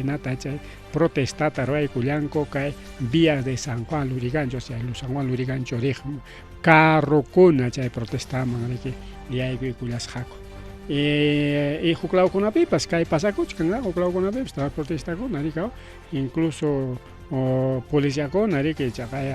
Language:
Ayacucho Quechua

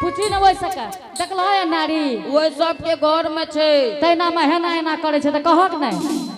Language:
Angika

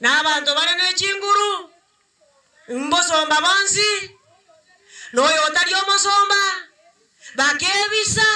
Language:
Gusii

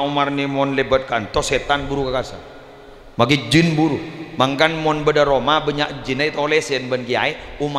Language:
Madurese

